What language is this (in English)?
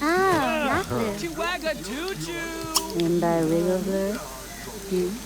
Bavarian